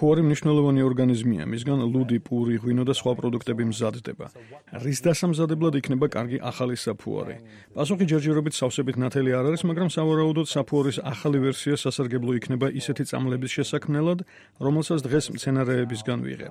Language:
Georgian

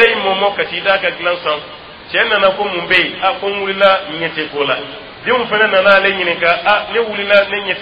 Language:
Dyula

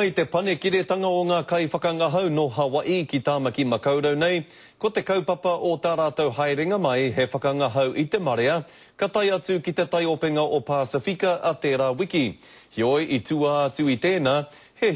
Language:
Māori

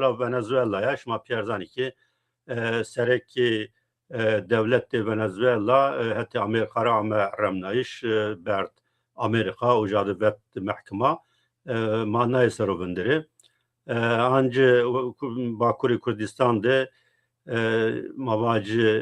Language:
Zaza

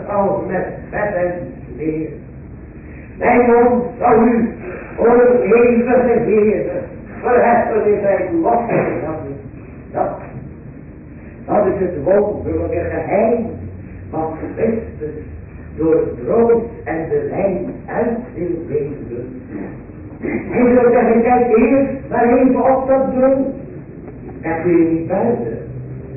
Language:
Dutch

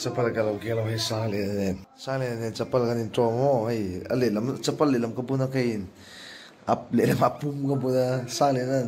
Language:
Mizo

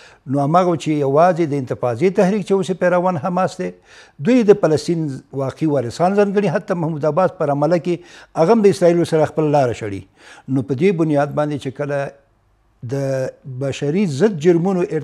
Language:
Pashto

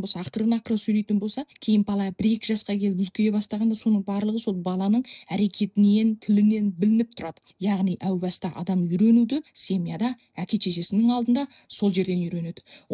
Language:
Kazakh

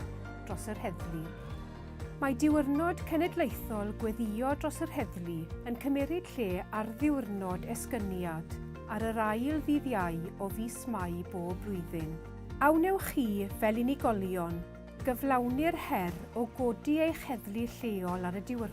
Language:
Welsh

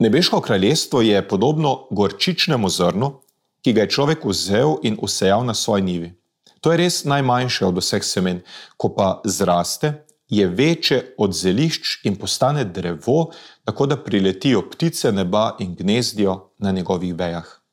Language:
Slovenian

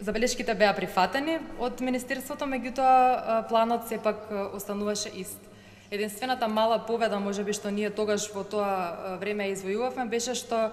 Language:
Macedonian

